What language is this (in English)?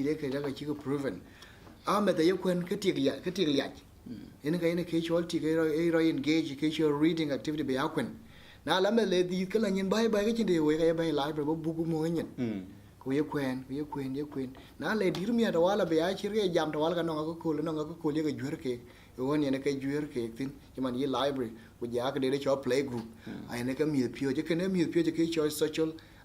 Dinka